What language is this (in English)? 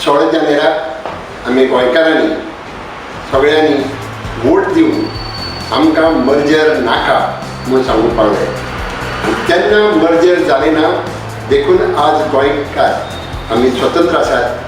Konkani